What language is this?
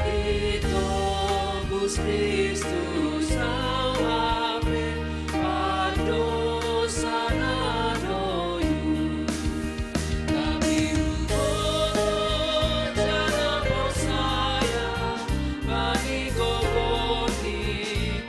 Batak Simalungun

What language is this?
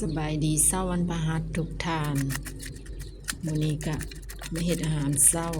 Lao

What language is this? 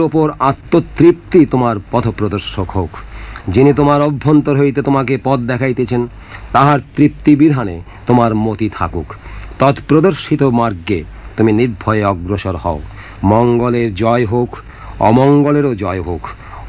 Bangla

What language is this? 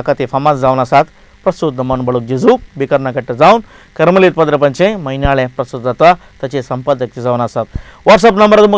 Konkani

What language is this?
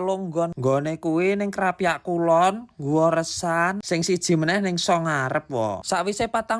Javanese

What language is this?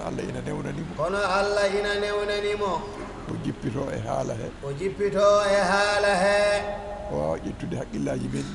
Fula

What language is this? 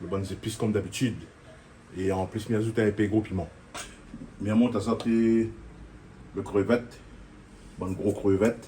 Réunion Creole French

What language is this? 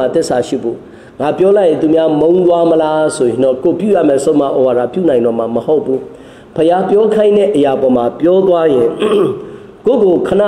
Burmese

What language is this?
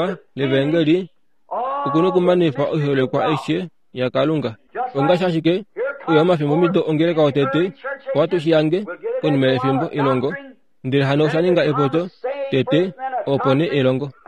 Kuanyama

